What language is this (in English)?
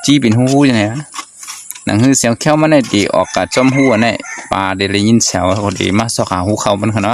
Shan